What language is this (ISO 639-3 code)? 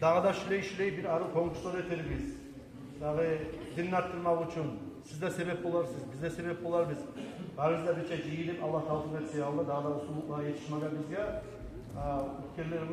kum